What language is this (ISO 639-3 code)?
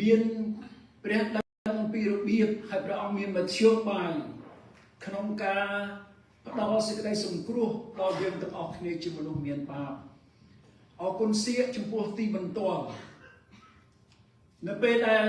khm